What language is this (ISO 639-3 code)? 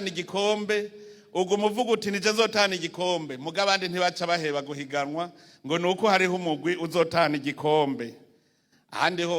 run